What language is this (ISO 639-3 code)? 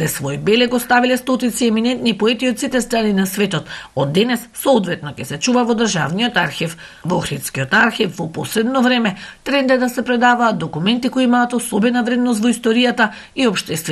mkd